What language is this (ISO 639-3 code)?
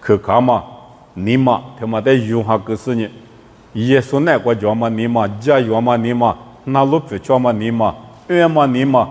lis